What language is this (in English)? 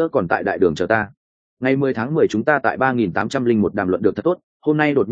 Vietnamese